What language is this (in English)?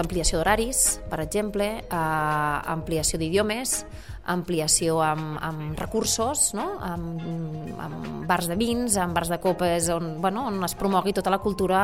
Catalan